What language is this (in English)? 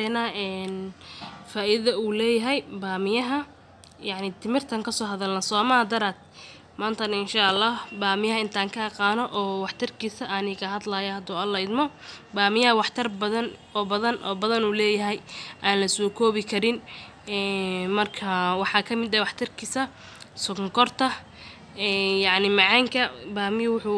Somali